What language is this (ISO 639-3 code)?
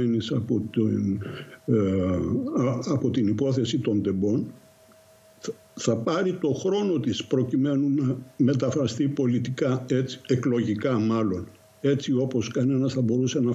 ell